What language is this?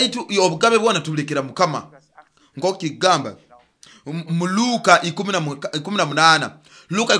Nyoro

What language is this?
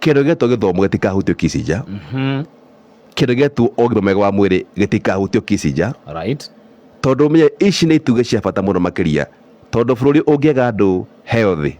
Kikuyu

